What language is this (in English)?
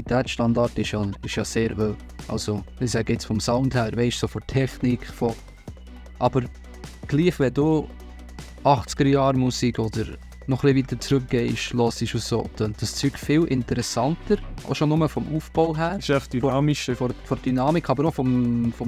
Swiss German